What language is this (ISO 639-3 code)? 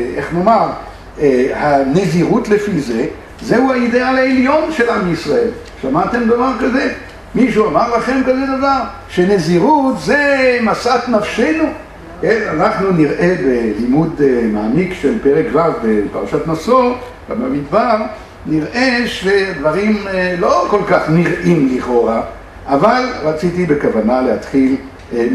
heb